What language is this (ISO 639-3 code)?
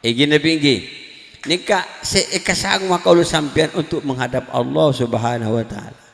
mad